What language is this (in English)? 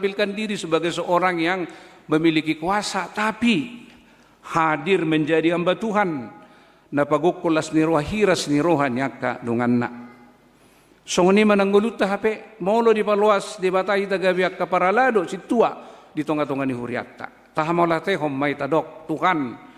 Batak Toba